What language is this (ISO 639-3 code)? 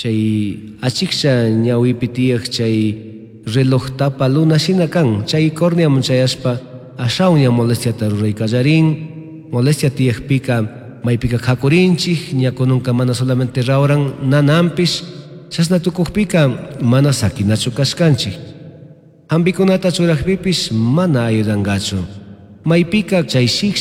qug